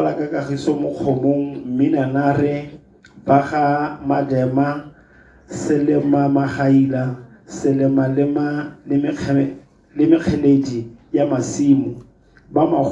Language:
Tswana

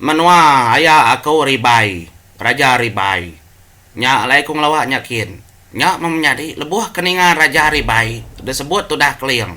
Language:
Iban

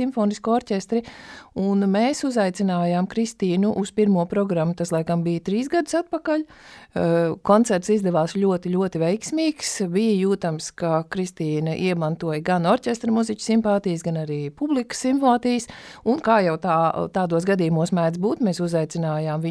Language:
Latvian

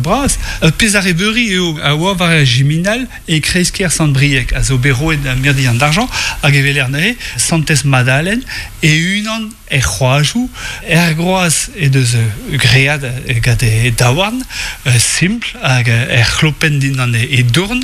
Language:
Breton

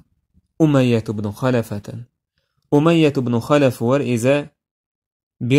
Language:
Chechen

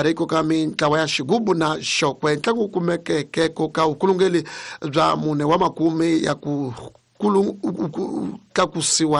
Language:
Tsonga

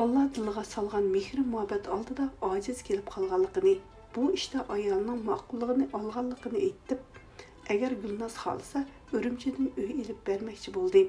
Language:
Uyghur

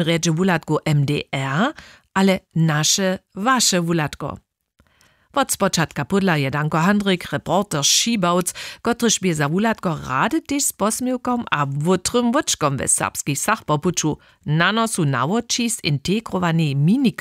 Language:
Upper Sorbian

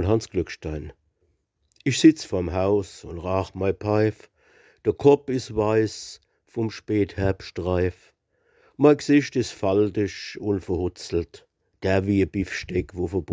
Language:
Palatine German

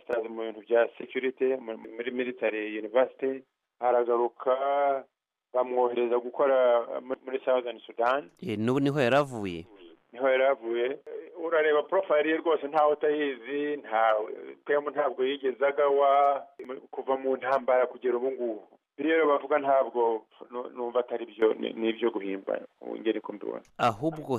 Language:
Kinyarwanda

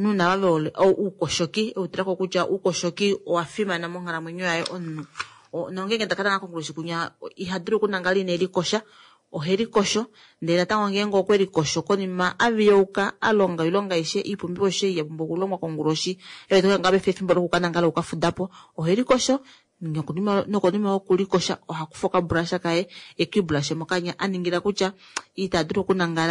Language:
Kuanyama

